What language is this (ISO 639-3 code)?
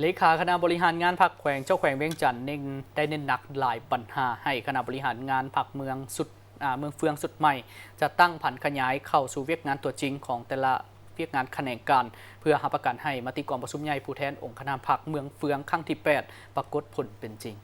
lao